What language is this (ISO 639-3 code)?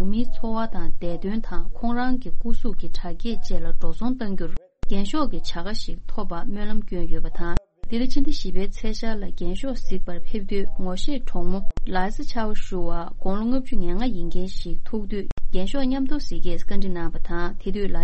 bod